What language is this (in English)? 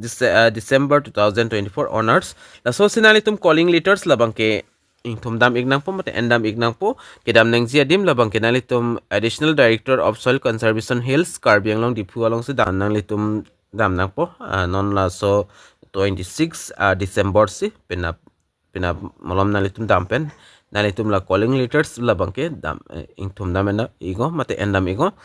Karbi